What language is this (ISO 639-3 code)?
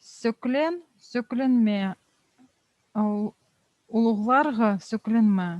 kjh